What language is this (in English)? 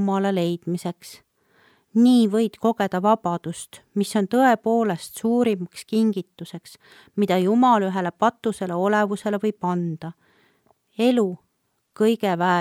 Estonian